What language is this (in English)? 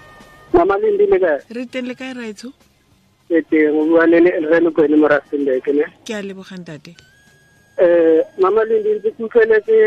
Tswana